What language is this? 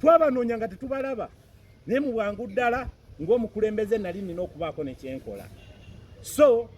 Ganda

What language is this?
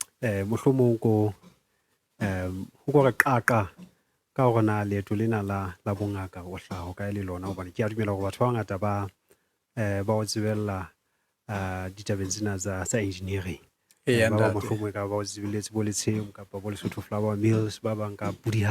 Southern Sotho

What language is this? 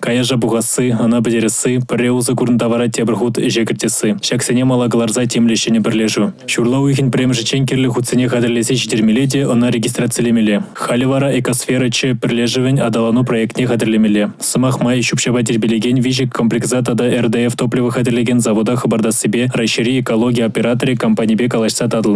Chuvash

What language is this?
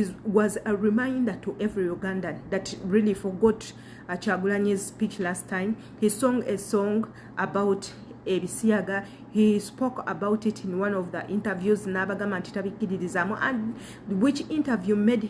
Ganda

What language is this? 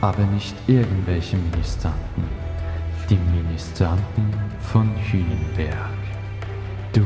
Swiss German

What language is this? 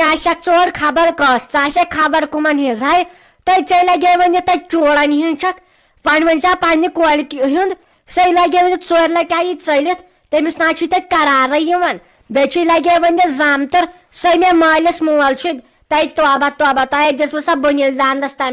Kashmiri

